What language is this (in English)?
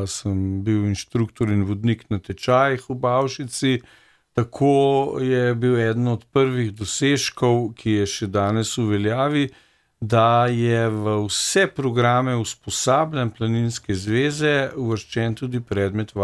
Slovenian